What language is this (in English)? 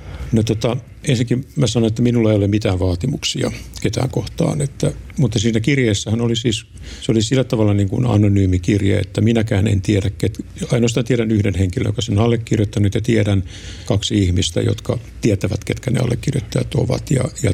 Finnish